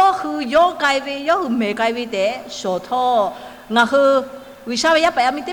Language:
Lahu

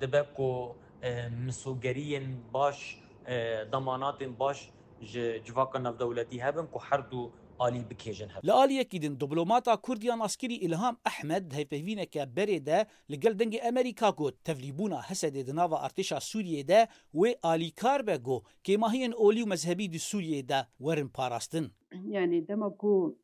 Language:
Kurdish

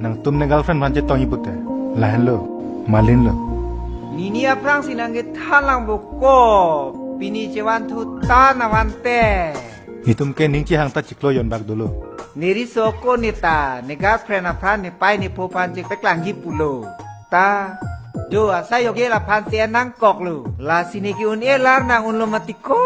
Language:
Karbi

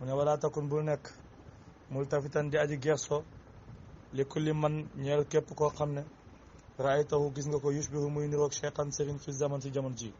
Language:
Wolof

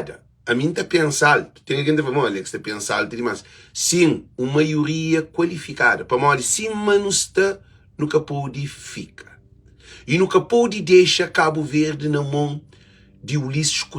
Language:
Kabuverdianu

